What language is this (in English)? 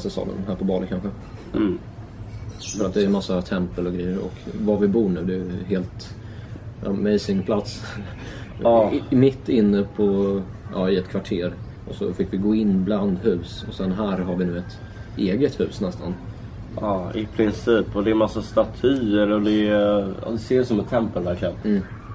Swedish